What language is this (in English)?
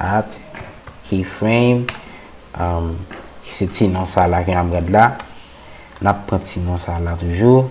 Haitian Creole